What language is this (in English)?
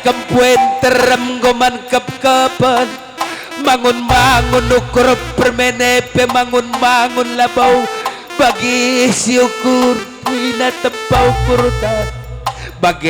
Batak Karo